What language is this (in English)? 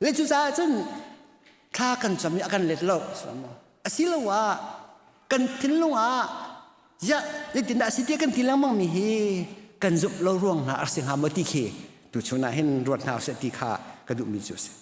Hakha Chin